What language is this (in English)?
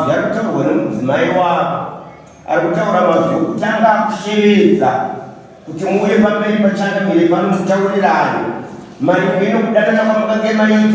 Shona